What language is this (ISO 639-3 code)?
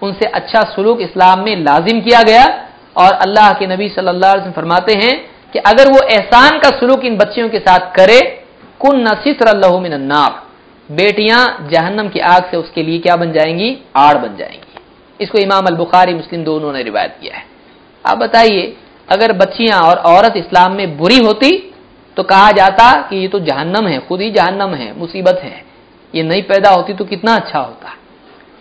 urd